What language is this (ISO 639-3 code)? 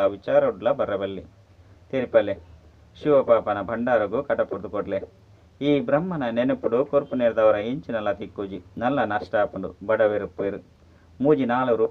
tcy